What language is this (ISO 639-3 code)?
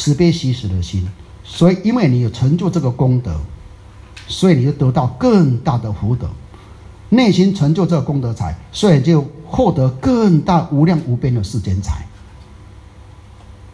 zho